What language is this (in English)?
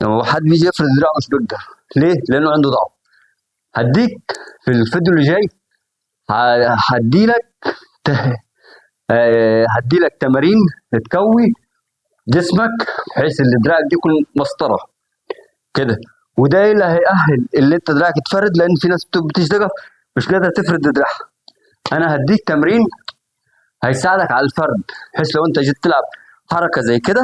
Egyptian Arabic